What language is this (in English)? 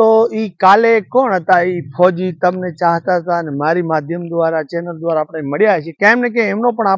Gujarati